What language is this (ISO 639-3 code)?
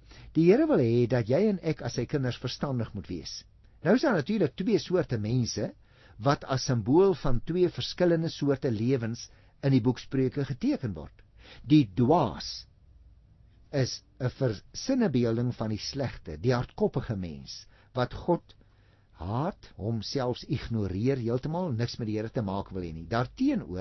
afr